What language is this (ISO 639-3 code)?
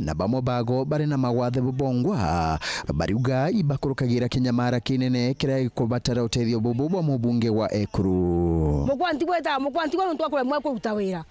mer